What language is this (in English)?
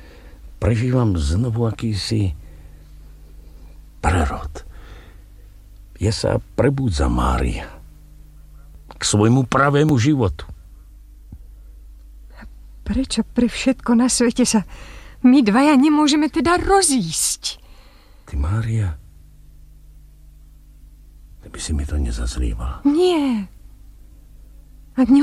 Slovak